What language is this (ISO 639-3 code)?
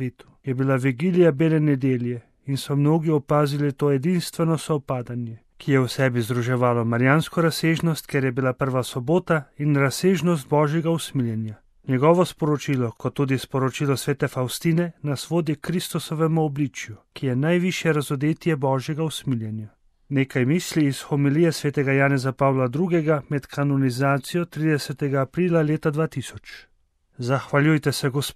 slv